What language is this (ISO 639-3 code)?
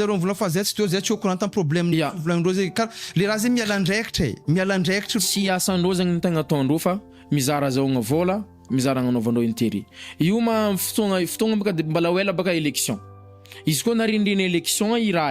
mlg